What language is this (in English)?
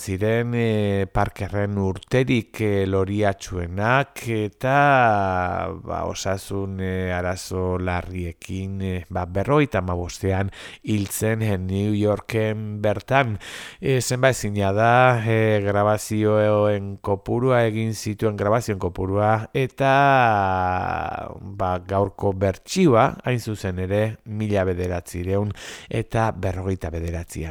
Basque